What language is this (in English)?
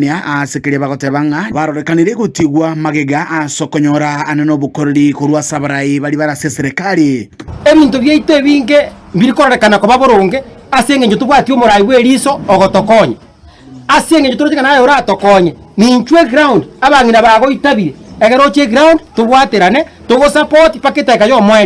Gusii